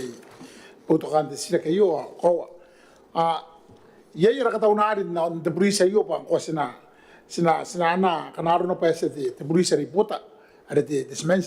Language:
Gilbertese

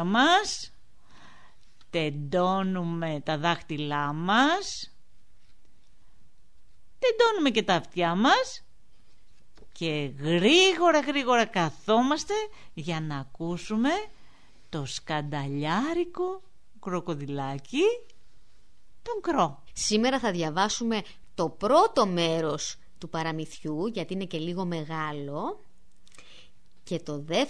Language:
Greek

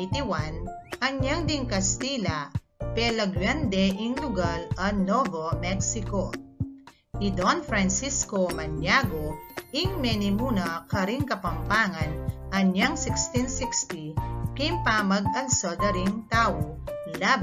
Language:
Pampanga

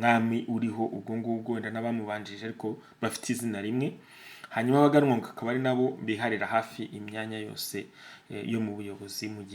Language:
Kinyarwanda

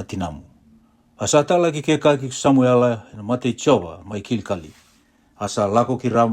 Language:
Fijian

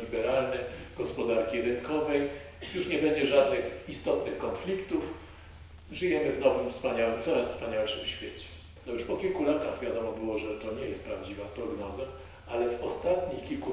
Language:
Polish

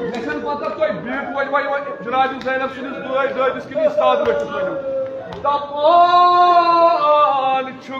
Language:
Kashmiri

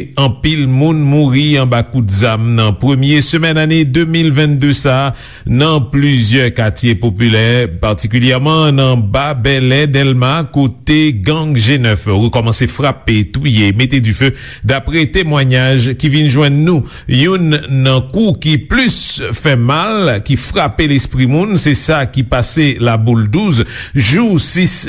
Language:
Haitian Creole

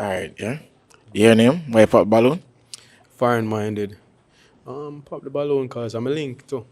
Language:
Jamaican Creole English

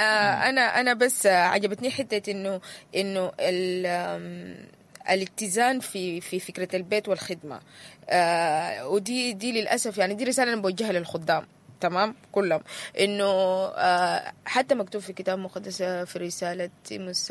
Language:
Sudanese Arabic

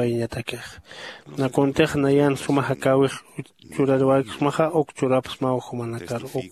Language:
Aymara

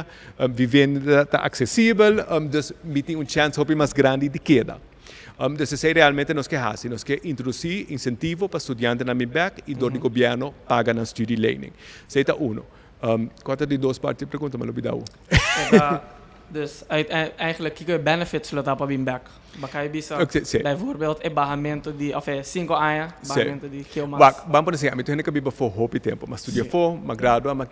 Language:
Papiamento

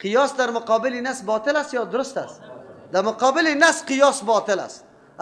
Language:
Persian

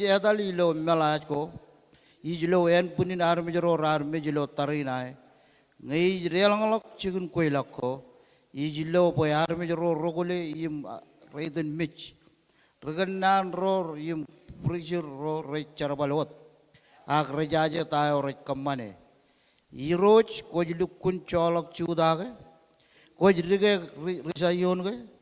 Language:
Marshallese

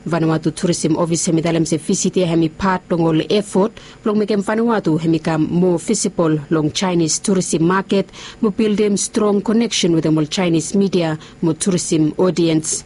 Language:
Bislama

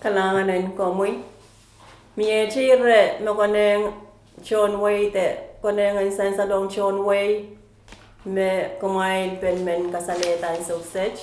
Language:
Pohnpeian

